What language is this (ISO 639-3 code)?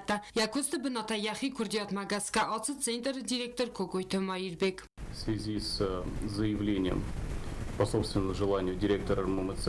oss